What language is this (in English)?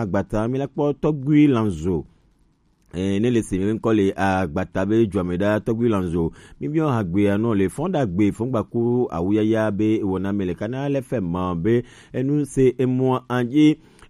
Gen